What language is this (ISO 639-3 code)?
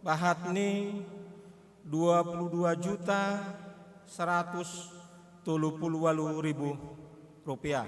bts